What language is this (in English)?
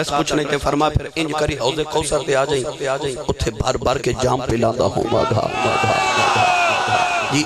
Western Panjabi